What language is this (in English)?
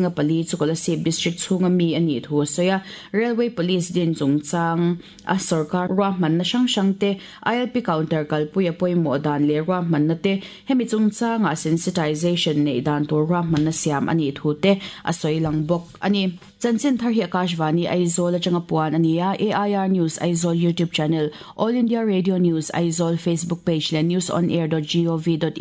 Mizo